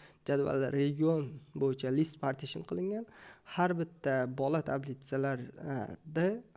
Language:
Uzbek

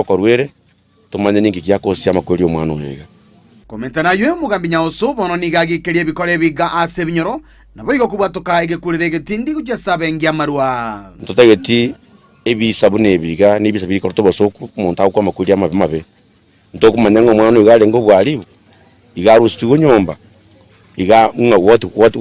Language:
Gusii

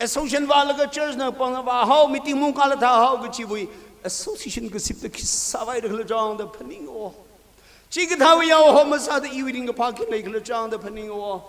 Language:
Tangkhul Naga (India)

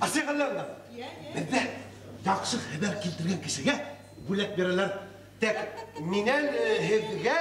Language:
Bashkir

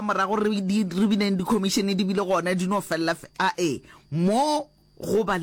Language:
Northern Sotho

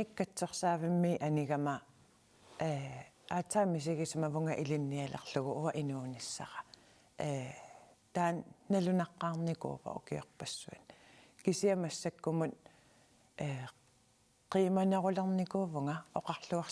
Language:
Kalaallisut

